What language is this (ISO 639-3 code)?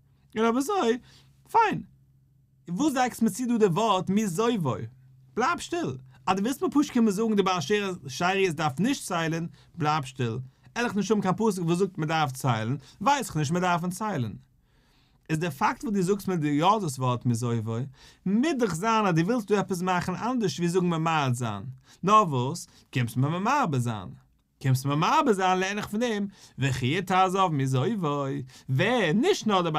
yid